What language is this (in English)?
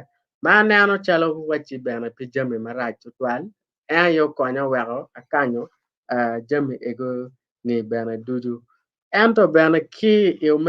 Acoli